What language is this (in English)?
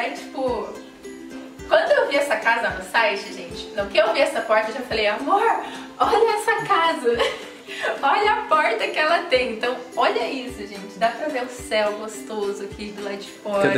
Portuguese